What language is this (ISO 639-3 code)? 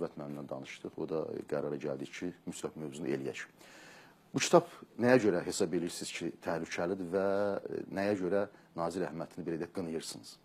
aze